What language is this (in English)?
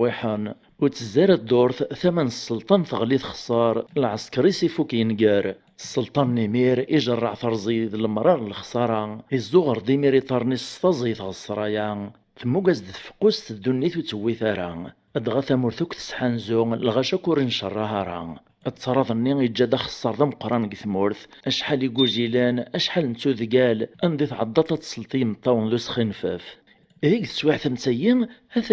Kabyle